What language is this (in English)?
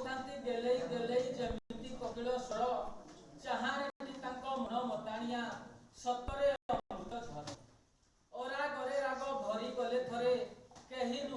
Odia